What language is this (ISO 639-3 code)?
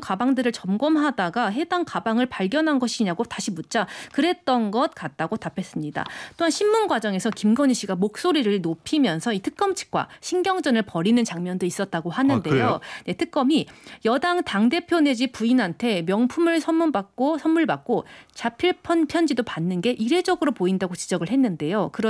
kor